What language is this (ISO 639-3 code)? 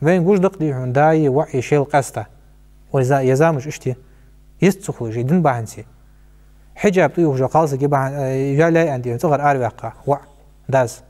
inh